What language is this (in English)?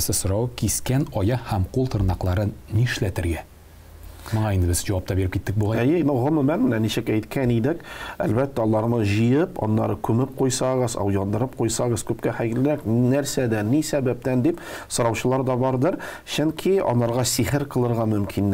Tatar